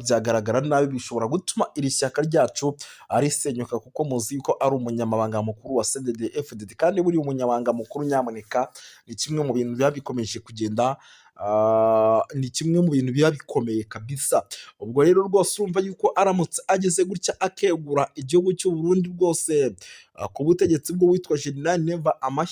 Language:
Rundi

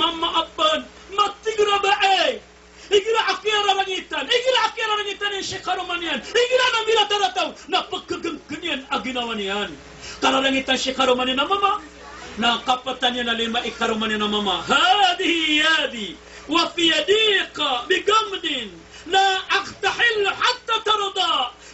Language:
Maranao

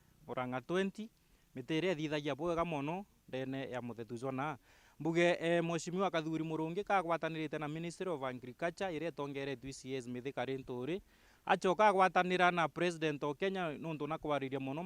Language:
Meru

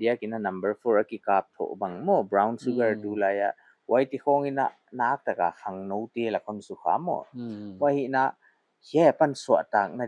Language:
Paite Chin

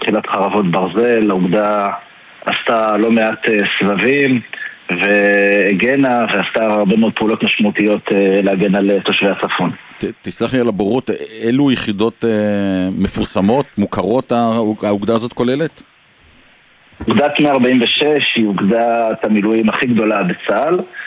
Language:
Hebrew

